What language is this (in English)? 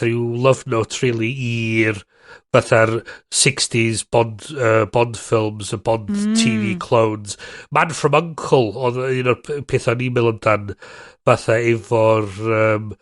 Welsh